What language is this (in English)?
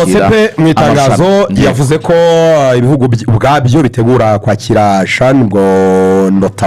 Kinyarwanda